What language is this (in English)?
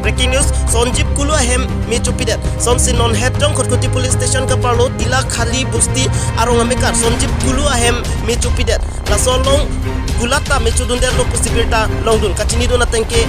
Karbi